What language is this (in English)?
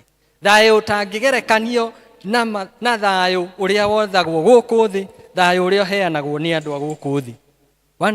Kikuyu